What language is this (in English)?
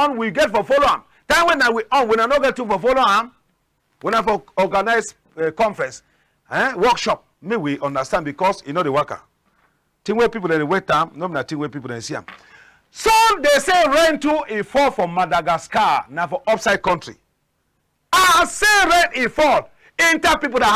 Cameroon Pidgin